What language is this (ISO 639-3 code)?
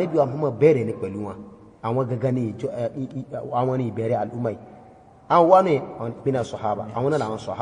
yor